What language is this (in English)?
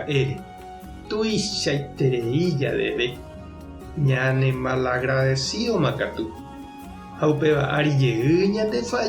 Guarani